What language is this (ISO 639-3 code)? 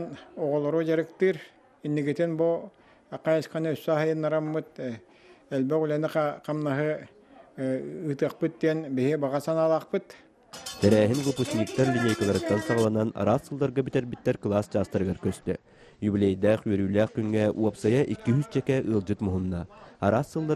sah